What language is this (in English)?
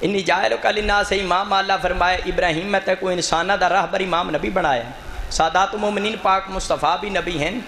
Saraiki